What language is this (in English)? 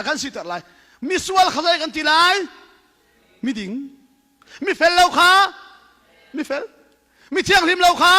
Hakha Chin